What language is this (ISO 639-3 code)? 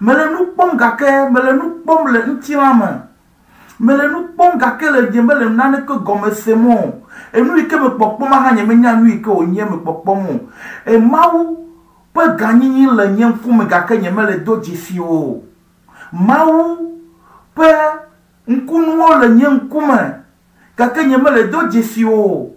ewe